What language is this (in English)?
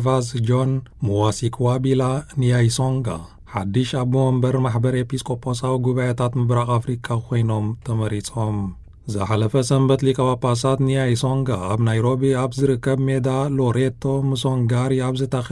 Tigrinya